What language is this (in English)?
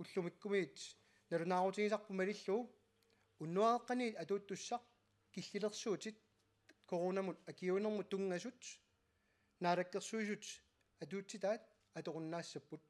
Kalaallisut